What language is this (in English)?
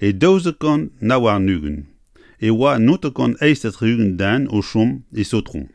Breton